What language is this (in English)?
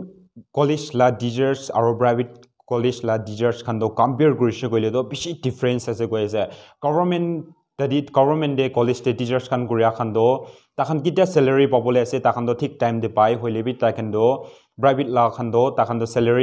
Naga Pidgin